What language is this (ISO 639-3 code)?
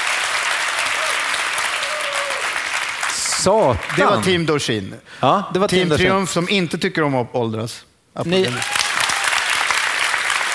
swe